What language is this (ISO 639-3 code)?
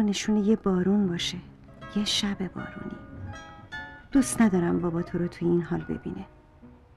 fas